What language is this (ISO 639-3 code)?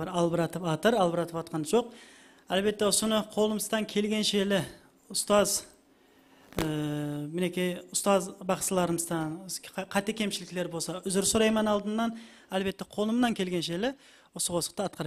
kaa